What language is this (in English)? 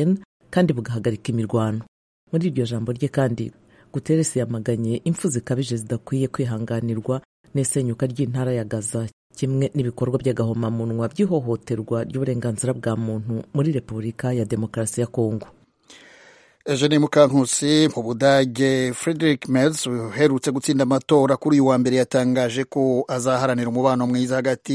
Kinyarwanda